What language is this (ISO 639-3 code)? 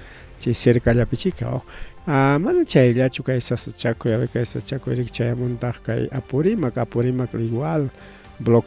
quy